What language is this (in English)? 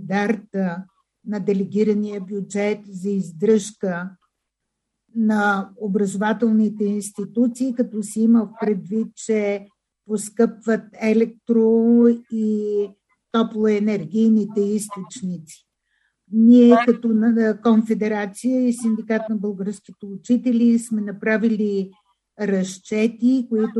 Bulgarian